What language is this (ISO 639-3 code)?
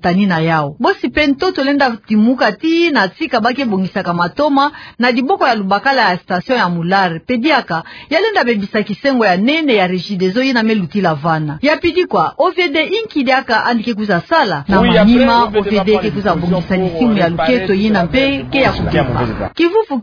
ktu